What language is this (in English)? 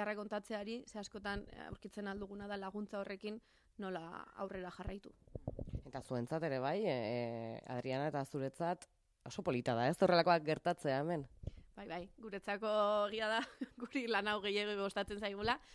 Basque